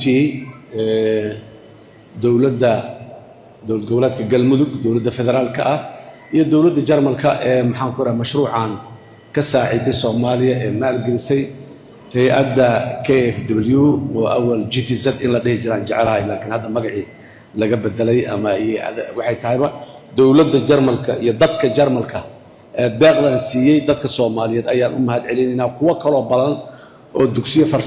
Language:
Somali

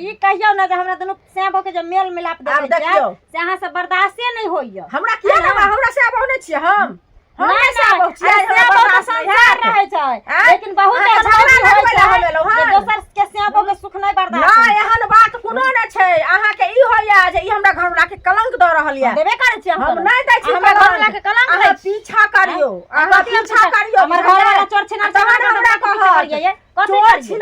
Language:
Maithili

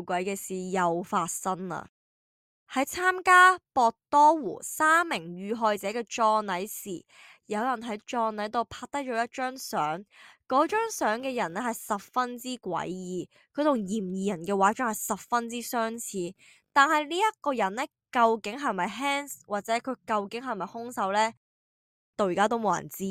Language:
Cantonese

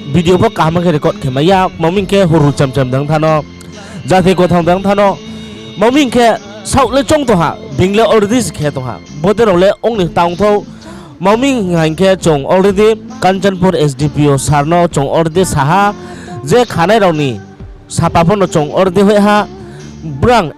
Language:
Riang (India)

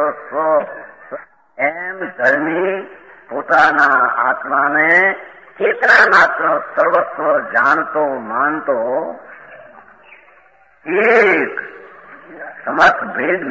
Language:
Gujarati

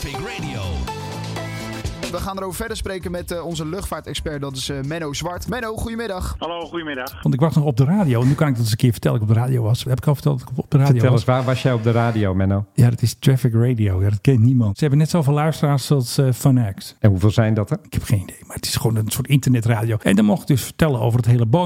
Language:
Dutch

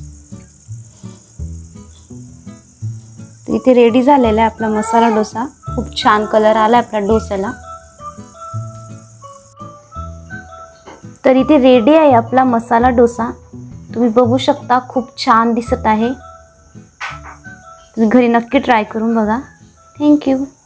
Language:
Marathi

